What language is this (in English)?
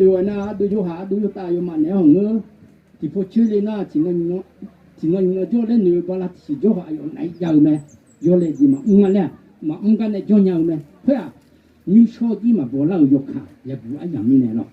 Akha